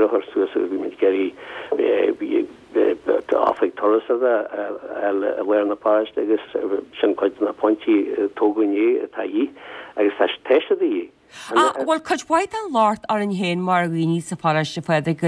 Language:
Irish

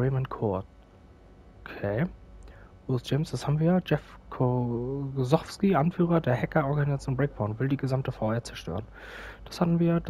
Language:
German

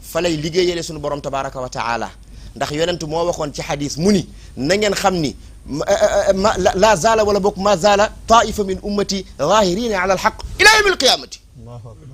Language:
Wolof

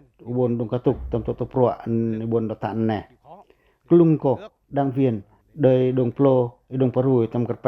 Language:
Pacoh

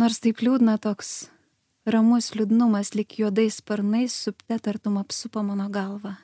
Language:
Lithuanian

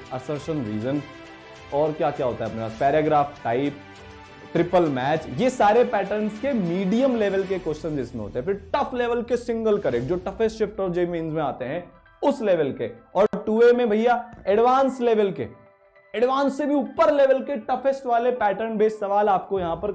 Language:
Hindi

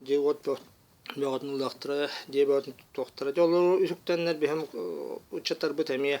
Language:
Yakut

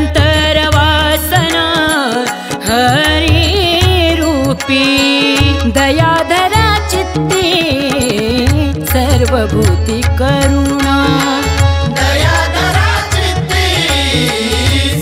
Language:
Marathi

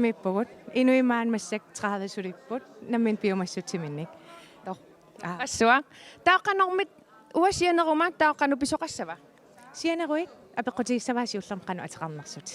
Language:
Kalaallisut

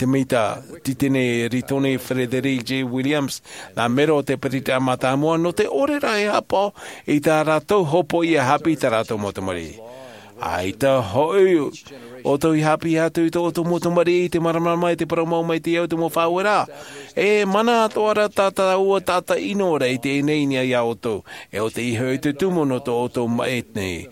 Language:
Tahitian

